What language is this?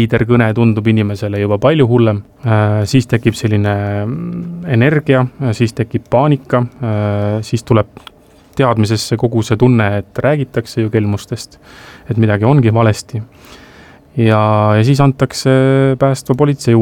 Estonian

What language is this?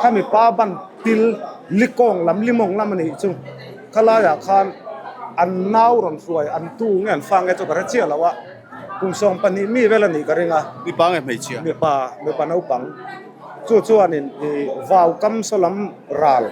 Mizo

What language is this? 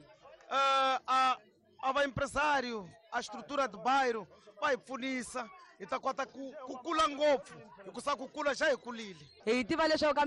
Tsonga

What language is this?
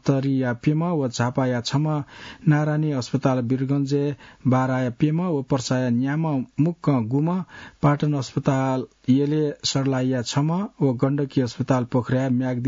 Newari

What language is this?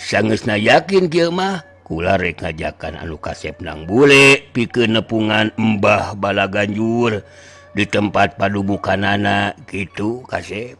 Sundanese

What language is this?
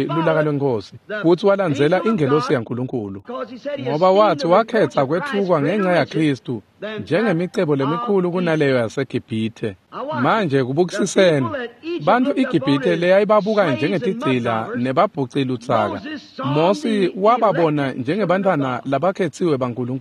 Swati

